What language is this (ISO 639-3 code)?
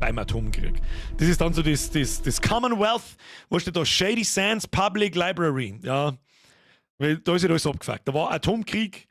bar